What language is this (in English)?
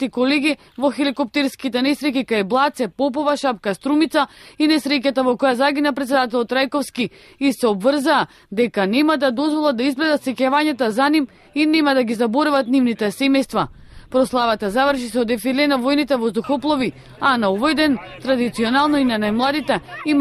Macedonian